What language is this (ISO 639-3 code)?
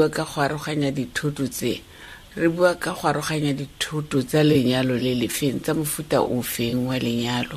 tsn